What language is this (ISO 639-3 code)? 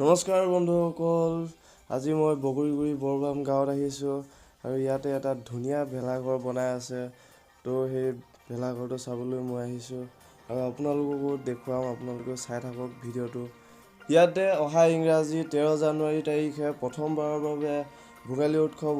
asm